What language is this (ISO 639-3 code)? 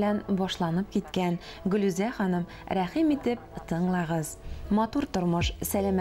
tat